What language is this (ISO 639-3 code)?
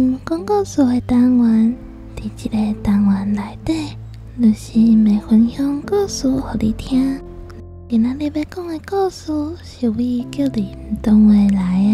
nan